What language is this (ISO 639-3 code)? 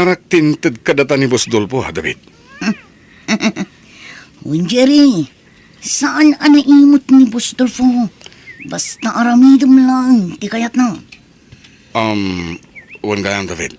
ilo